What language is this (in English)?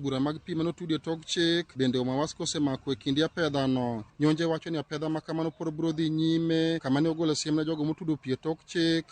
Luo (Kenya and Tanzania)